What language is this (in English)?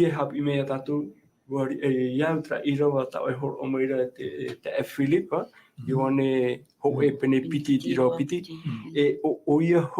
Tahitian